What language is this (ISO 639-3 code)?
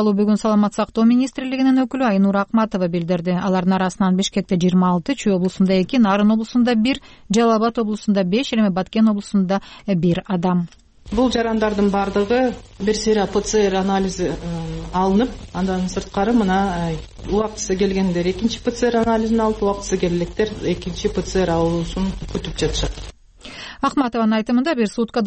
kir